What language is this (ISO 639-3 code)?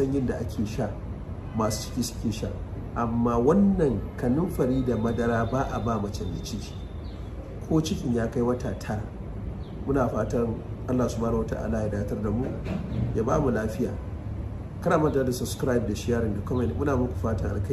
hau